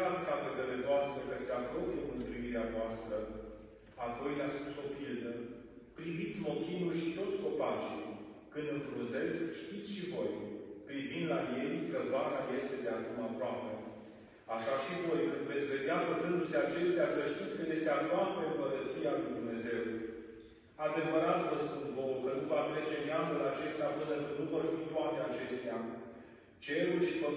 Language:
Romanian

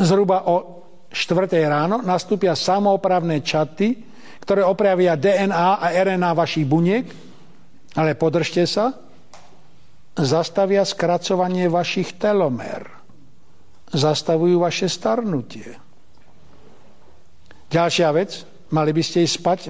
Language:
Slovak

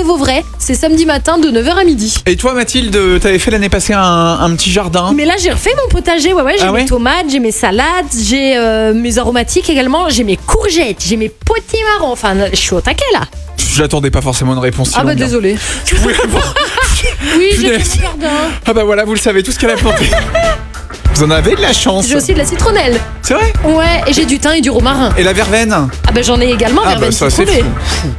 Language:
French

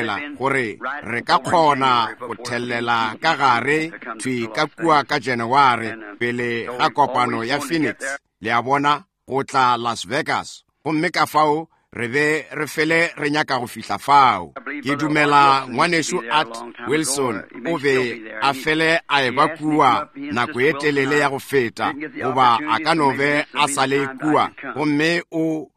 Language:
Northern Sotho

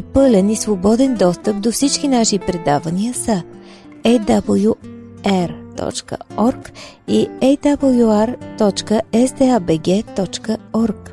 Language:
Bulgarian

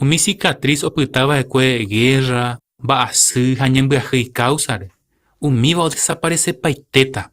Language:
Guarani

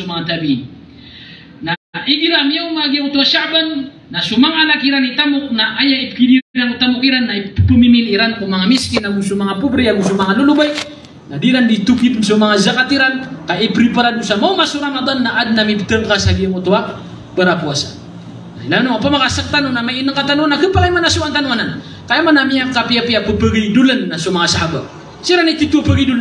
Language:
Maranao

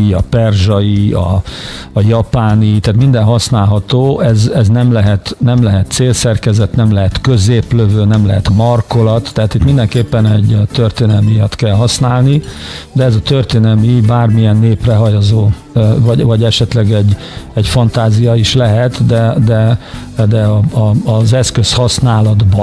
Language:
Hungarian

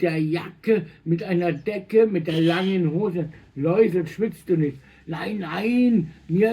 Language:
Bavarian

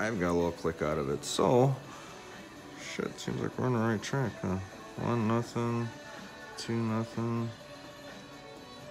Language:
English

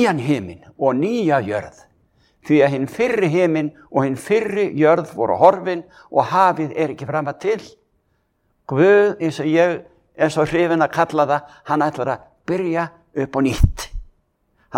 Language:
Icelandic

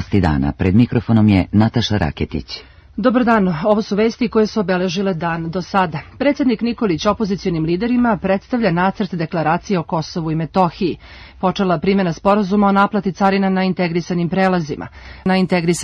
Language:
Serbian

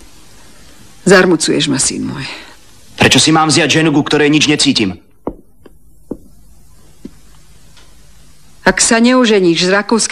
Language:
Slovak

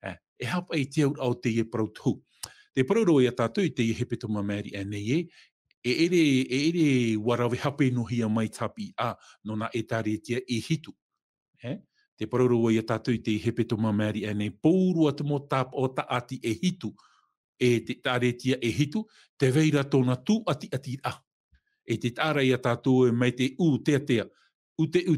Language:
Tahitian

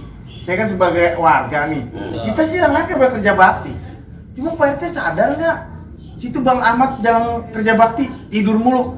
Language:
Betawi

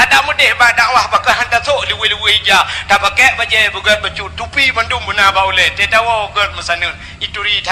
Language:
Achinese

